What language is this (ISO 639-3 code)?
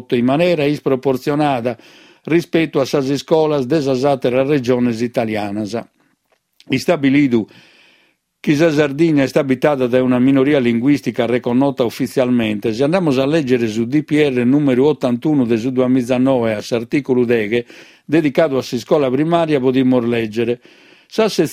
srd